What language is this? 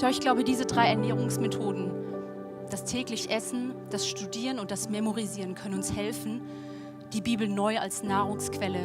Swiss German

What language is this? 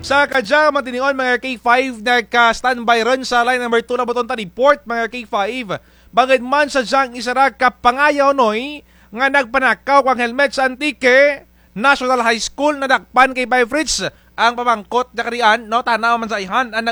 Kinaray-a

